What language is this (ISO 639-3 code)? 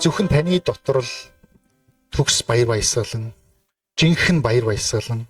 mon